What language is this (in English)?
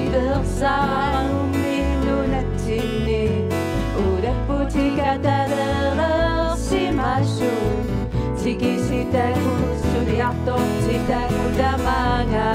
Kalaallisut